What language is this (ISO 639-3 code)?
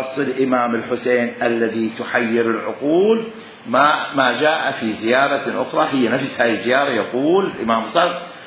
acm